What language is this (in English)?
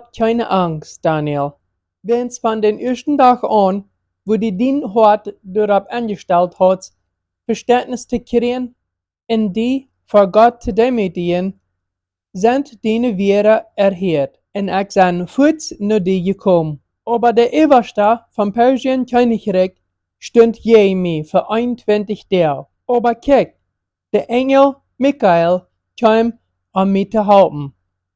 Plautdietsch